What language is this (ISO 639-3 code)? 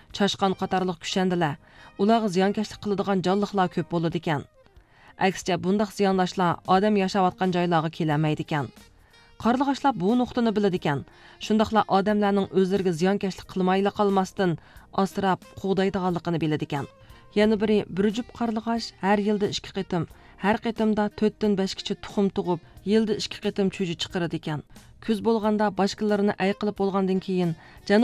uig